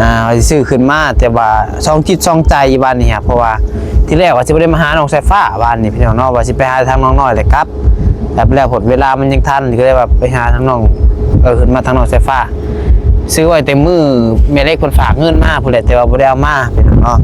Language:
Northeastern Thai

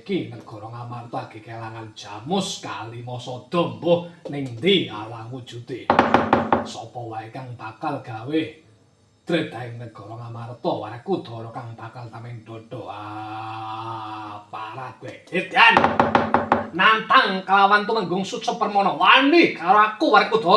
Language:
Javanese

